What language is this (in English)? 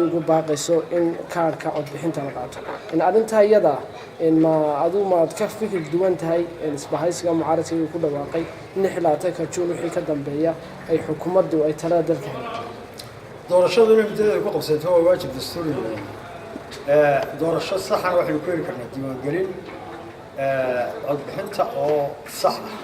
Somali